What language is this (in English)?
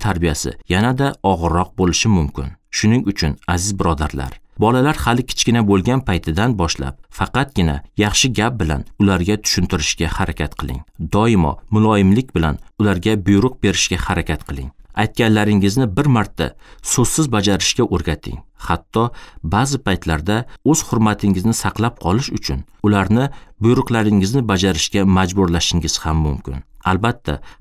Uzbek